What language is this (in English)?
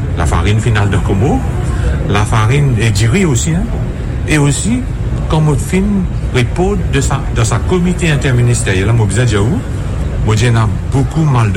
Morisyen